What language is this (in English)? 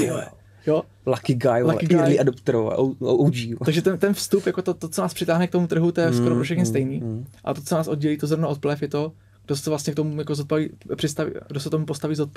Czech